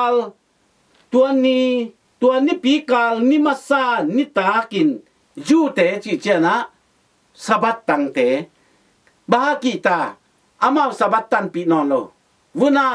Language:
Tedim Chin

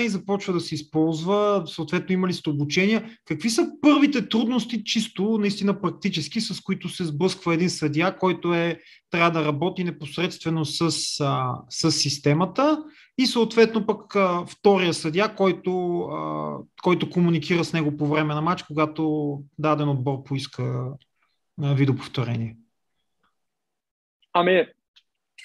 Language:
Bulgarian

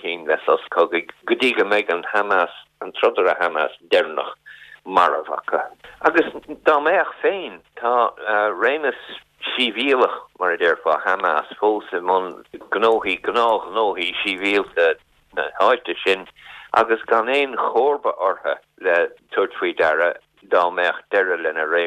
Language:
Irish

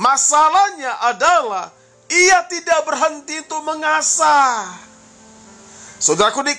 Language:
Indonesian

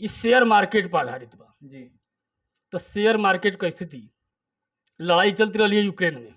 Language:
Bhojpuri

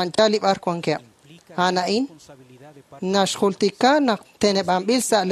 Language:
Kekchí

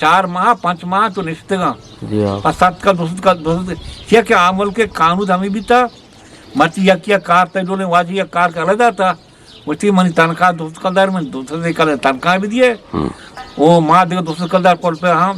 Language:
Eastern Balochi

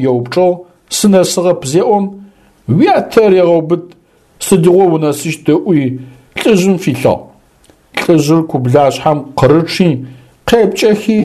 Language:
Adyghe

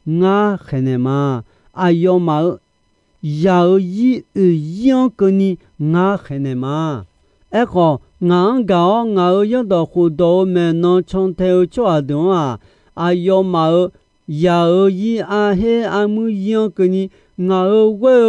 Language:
Akha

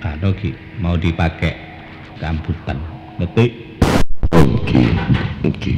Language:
Madurese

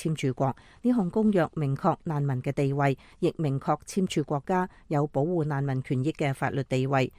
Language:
Cantonese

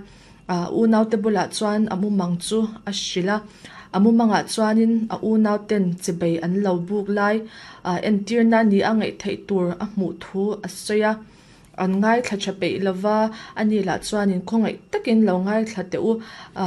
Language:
Mizo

